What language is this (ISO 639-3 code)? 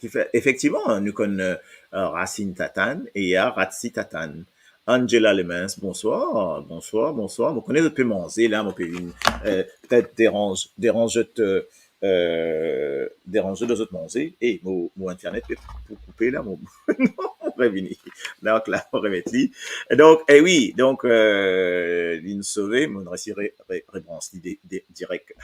mfe